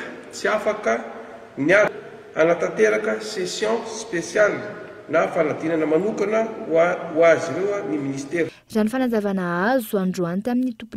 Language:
Malagasy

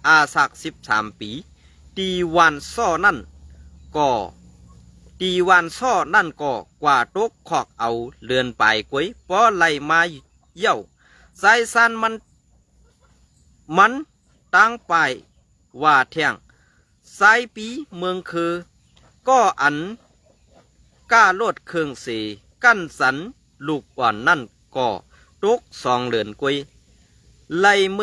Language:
Shan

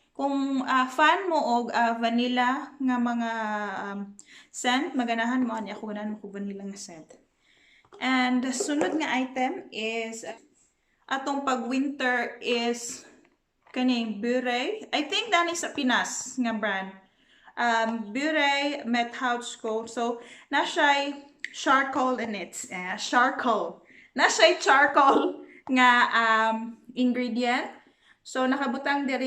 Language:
Cebuano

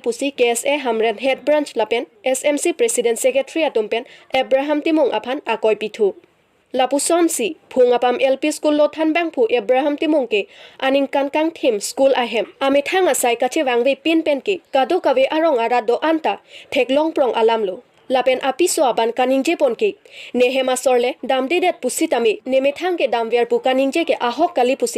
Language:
Karbi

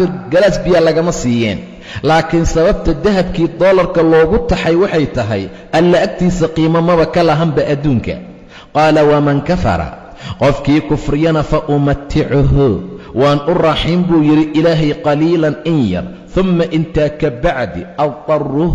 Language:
Somali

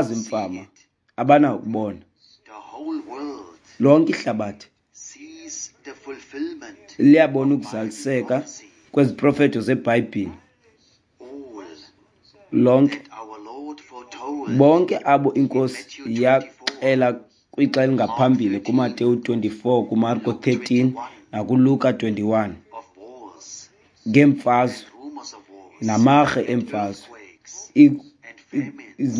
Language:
Xhosa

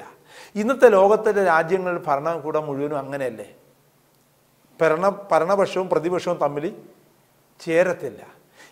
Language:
Malayalam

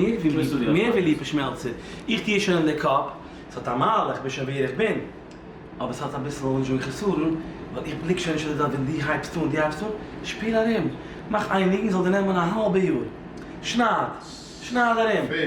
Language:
Yiddish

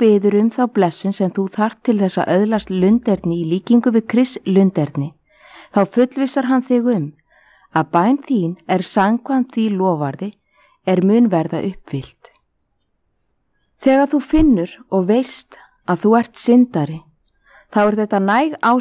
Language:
Icelandic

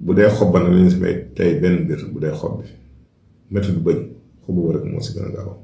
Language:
Wolof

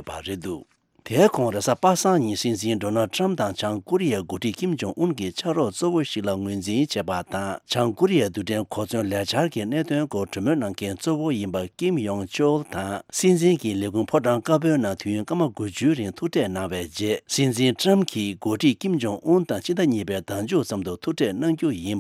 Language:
Tibetan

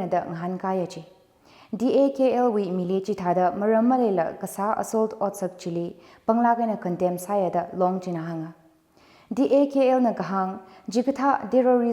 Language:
Tangkhul Naga (India)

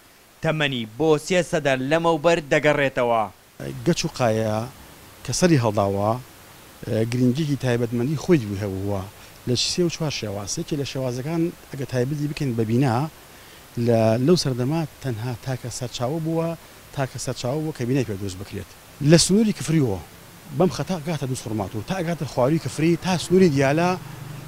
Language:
Central Kurdish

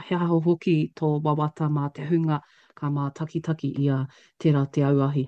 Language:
Māori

